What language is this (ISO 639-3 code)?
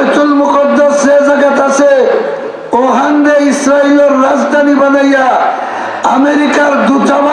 syl